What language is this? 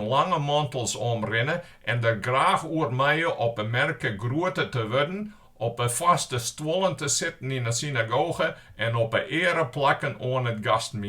Western Frisian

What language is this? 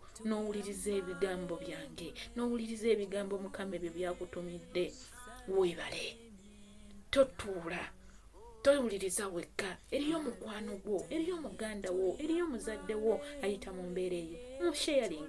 Ganda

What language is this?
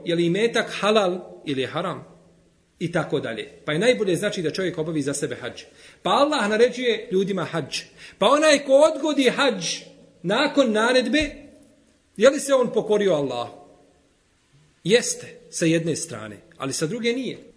Bosnian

